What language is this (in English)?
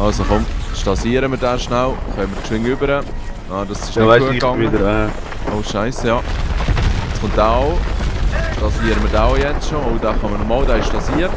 Swiss German